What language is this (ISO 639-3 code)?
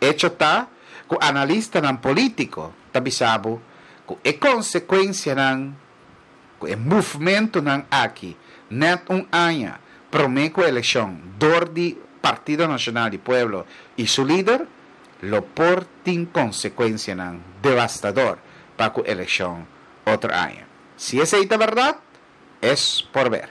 pap